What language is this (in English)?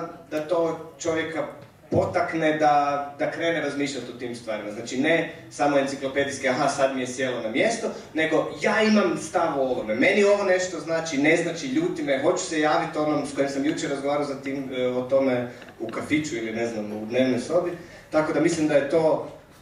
Croatian